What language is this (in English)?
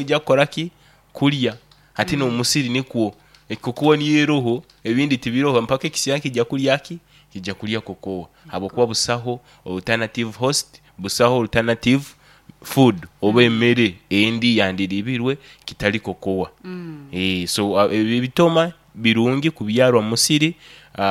Nyoro